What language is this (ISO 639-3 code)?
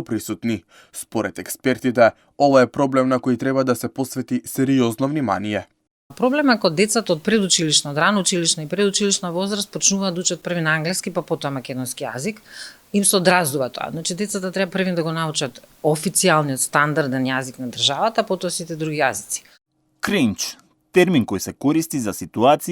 mkd